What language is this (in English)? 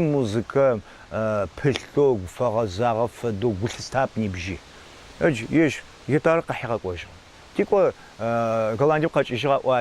Adyghe